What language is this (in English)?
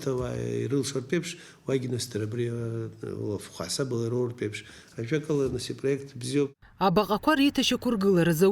Abkhazian